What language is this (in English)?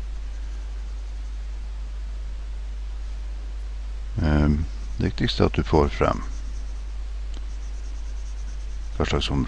Norwegian